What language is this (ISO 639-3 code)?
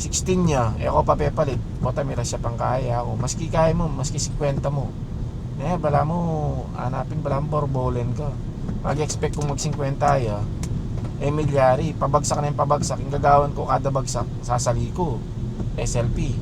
pam